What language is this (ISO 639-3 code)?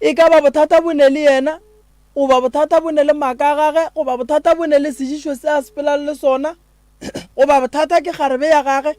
nso